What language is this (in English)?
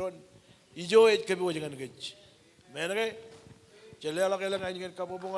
Marshallese